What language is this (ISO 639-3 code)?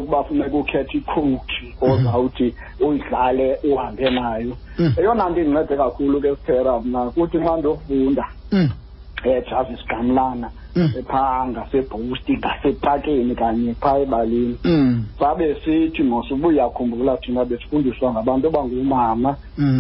xho